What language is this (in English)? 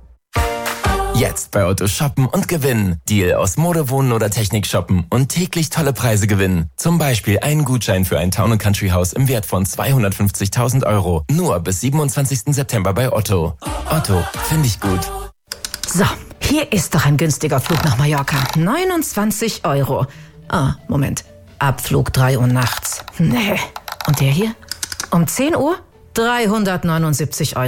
German